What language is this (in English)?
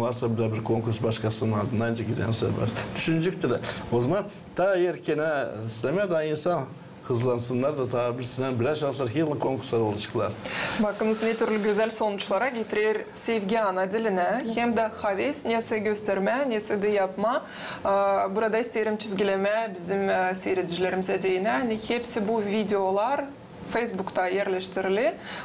Gagauz